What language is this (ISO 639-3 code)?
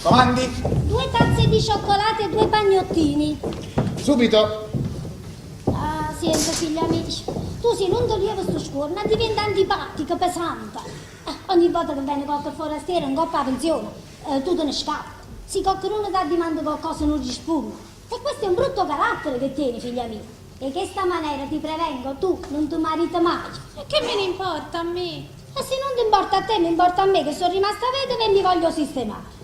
nap